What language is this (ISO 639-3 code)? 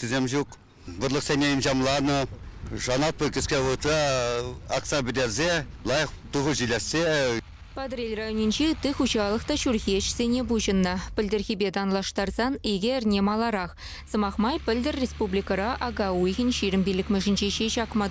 chv